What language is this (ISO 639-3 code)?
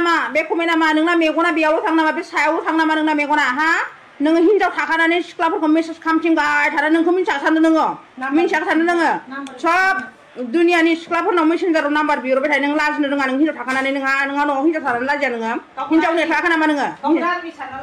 brx